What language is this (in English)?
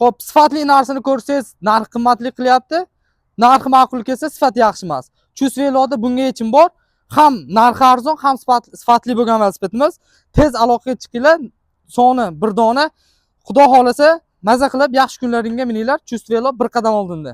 Uzbek